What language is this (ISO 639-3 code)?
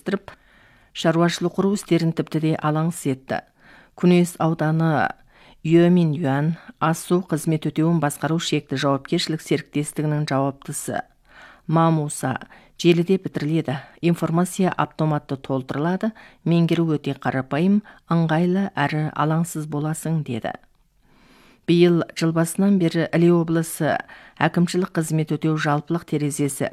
kaz